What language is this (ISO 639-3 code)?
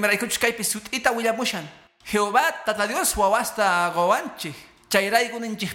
que